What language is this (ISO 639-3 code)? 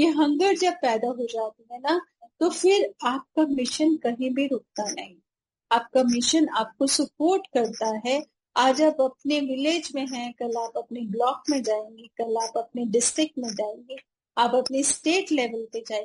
hin